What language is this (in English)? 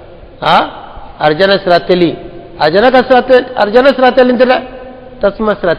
Bambara